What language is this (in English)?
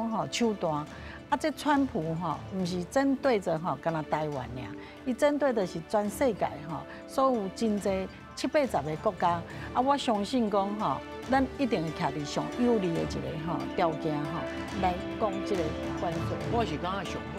Min Nan Chinese